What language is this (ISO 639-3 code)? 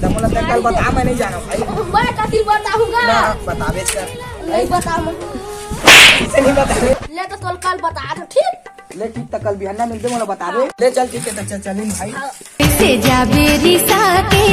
hne